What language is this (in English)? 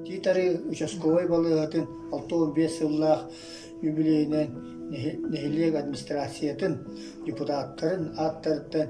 Yakut